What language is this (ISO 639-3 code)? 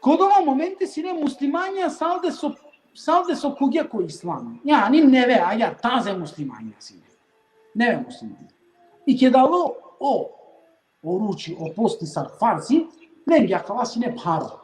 rmn